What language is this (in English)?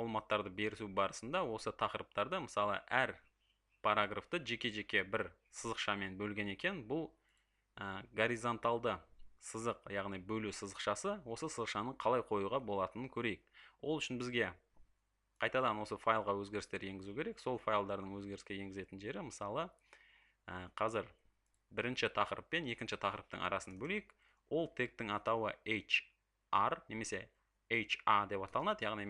Kazakh